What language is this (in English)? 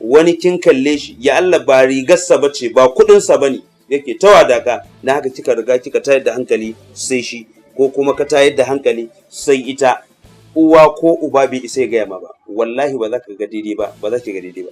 Hausa